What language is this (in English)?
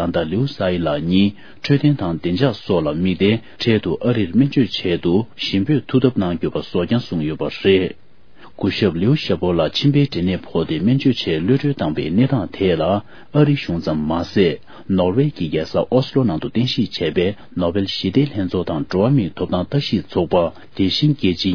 Tibetan